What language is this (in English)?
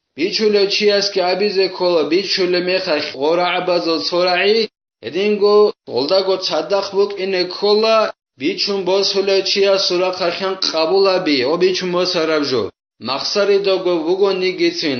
Avaric